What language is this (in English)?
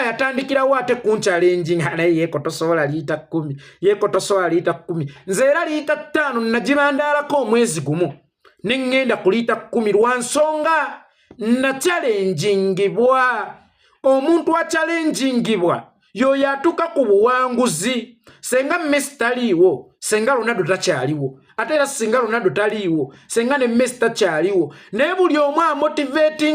Ganda